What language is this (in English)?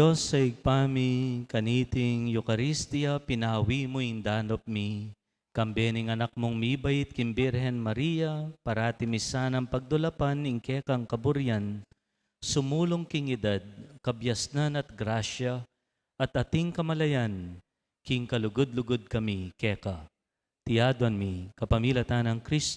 Pampanga